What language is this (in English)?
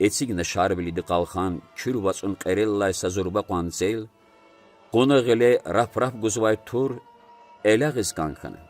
Lezghian